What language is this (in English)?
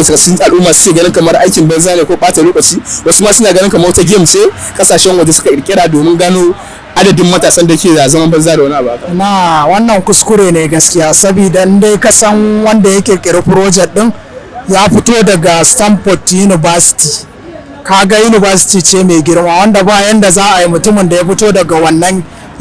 Hausa